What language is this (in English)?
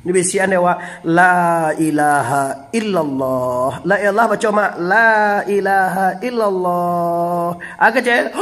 Minangkabau